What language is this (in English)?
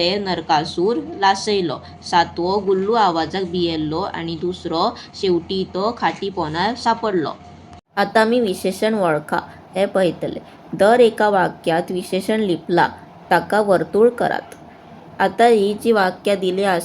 Konkani